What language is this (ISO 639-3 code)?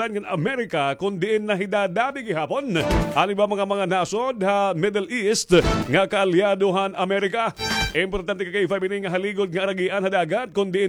war